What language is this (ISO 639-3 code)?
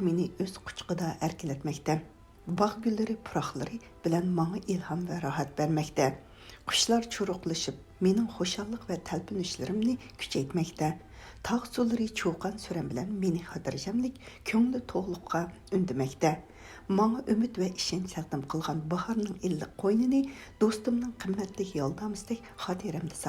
uig